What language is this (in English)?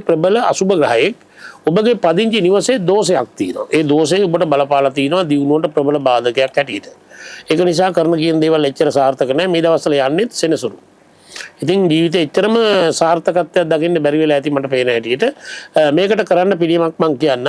Sinhala